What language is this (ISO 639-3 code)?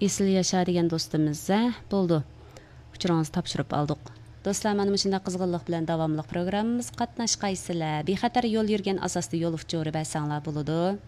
uig